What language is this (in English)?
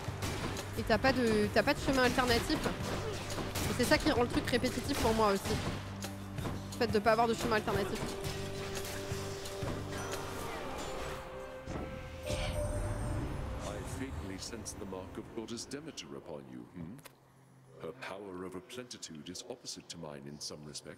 French